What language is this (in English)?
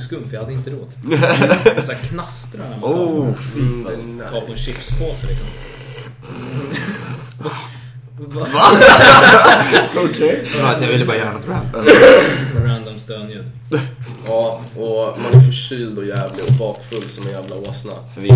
Swedish